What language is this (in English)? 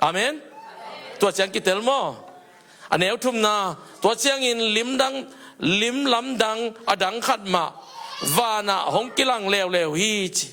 Tedim Chin